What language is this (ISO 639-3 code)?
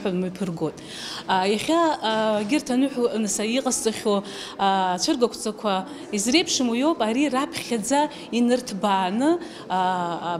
abk